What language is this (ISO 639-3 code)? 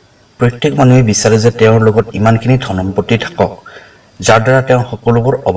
asm